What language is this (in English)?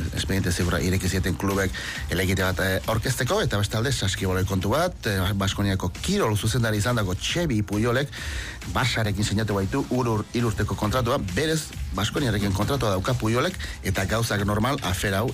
Basque